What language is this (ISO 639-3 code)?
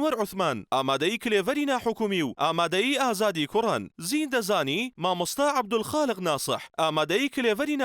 ckb